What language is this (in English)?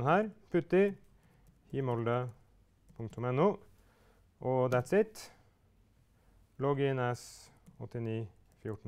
Norwegian